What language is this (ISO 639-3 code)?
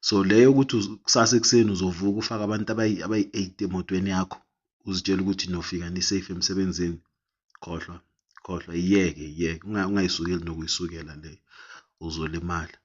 zul